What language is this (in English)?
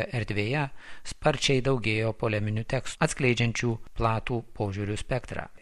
Lithuanian